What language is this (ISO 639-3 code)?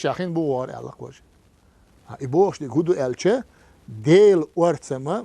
che